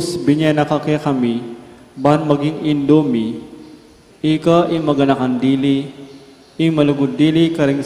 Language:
Pampanga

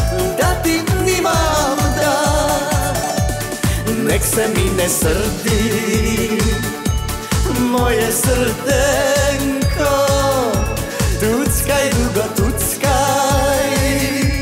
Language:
Slovak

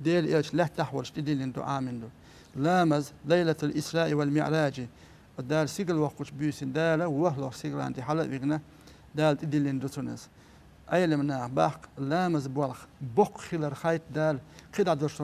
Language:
Chechen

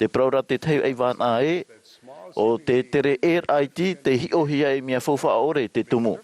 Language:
Tahitian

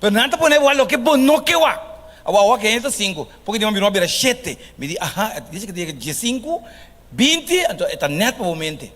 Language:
Papiamento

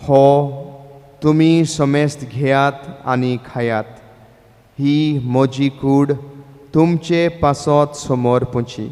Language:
Konkani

